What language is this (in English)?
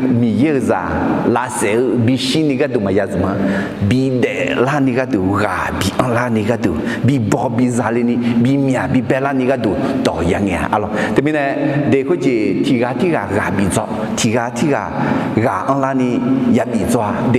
Akha